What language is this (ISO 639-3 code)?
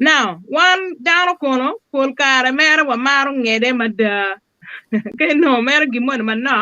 ach